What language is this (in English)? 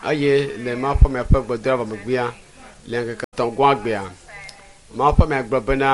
Ewe